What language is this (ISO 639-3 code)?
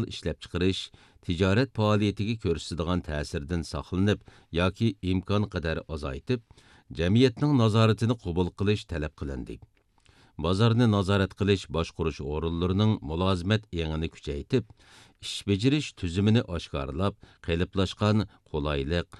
uig